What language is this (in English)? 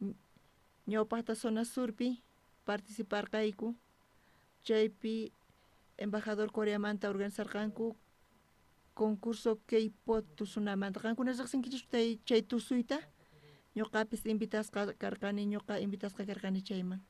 South Bolivian Quechua